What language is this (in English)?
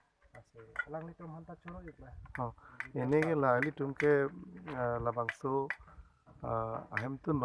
Karbi